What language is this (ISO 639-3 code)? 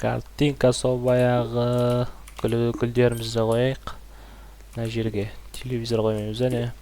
kaz